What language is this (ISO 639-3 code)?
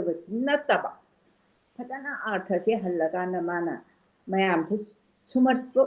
mni